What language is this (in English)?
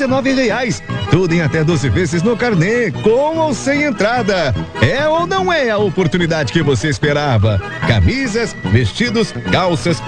Portuguese